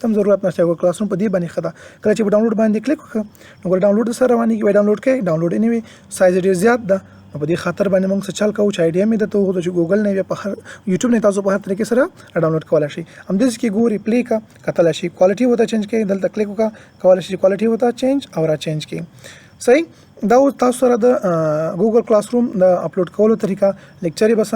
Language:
Pashto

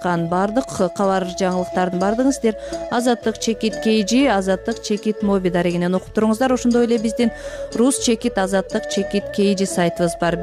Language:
Kyrgyz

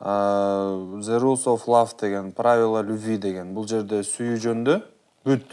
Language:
Kyrgyz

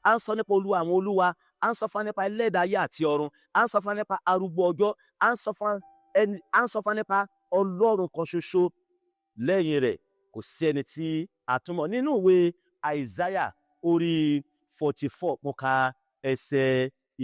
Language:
Yoruba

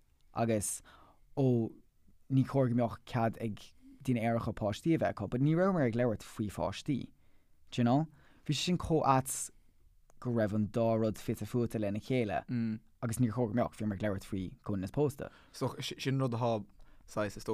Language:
Irish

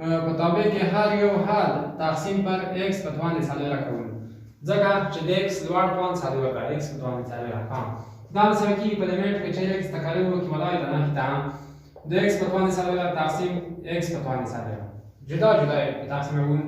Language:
Pashto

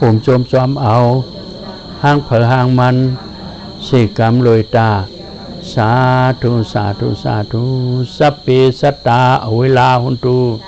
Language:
Shan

